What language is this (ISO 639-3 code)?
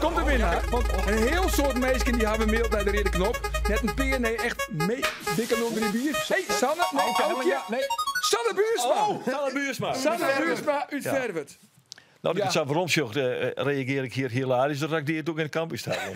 fry